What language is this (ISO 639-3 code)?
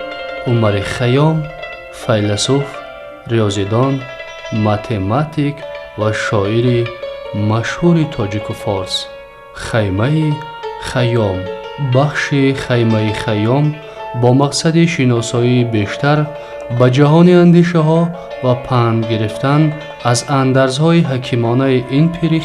tgk